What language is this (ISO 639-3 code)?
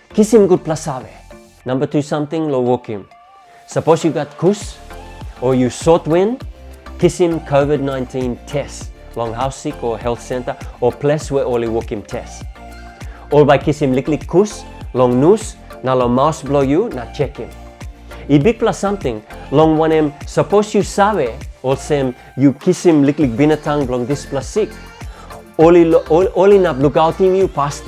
tpi